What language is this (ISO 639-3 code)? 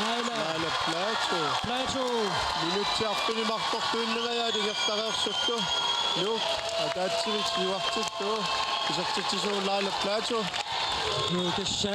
kal